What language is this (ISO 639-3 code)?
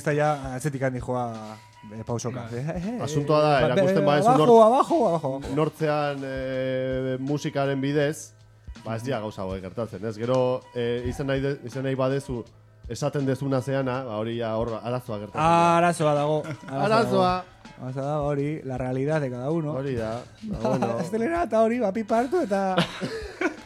eus